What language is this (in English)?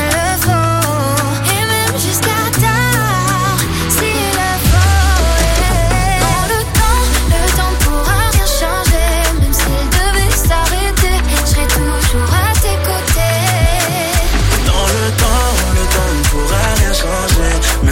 French